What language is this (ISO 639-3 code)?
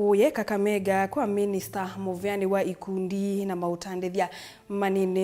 kam